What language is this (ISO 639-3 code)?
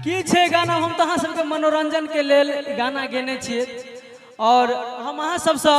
mai